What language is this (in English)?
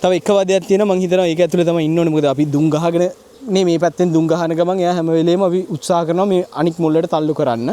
Sinhala